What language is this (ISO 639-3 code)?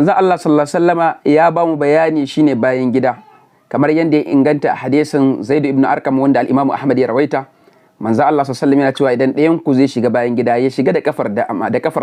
hau